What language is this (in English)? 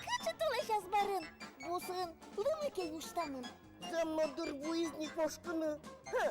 Udmurt